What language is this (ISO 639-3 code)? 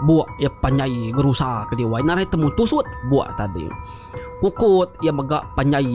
iba